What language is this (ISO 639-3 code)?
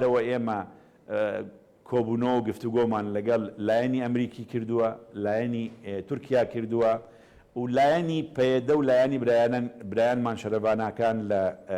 ckb